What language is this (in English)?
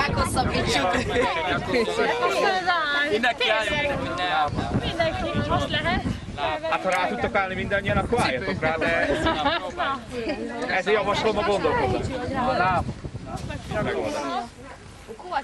Hungarian